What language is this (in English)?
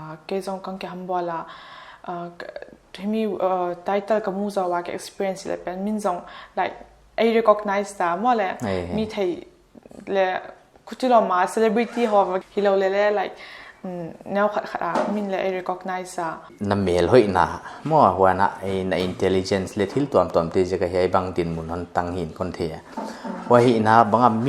Paite Chin